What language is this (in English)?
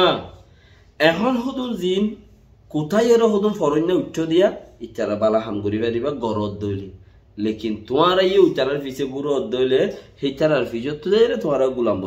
Rohingya